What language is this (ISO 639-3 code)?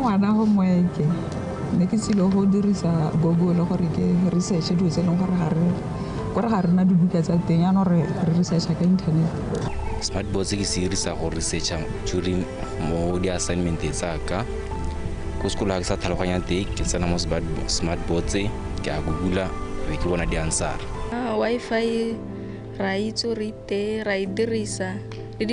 tsn